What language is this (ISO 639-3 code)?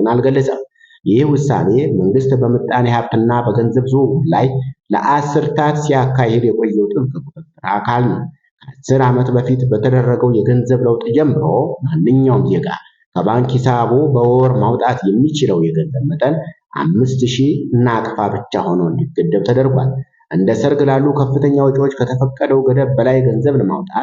amh